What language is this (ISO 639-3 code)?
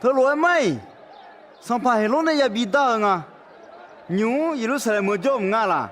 ahk